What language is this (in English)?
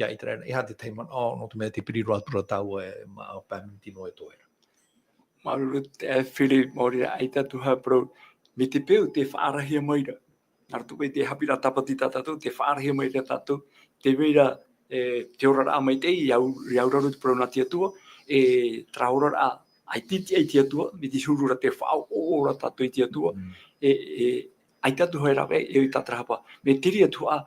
Tahitian